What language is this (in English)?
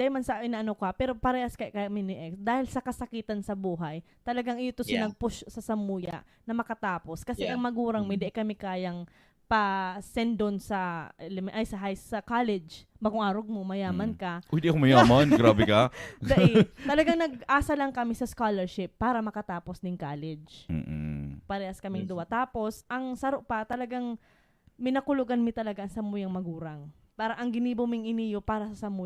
Bikol